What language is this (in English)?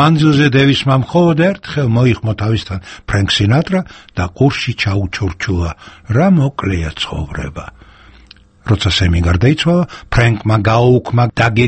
Georgian